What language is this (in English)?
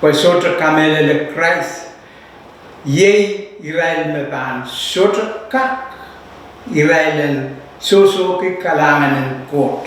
Pohnpeian